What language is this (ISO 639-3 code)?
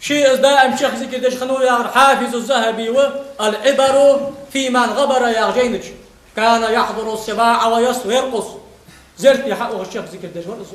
inh